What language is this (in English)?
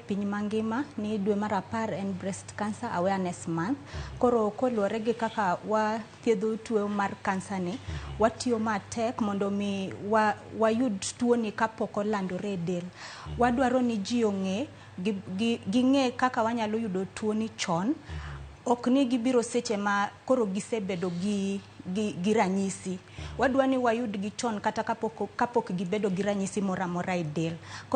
Luo (Kenya and Tanzania)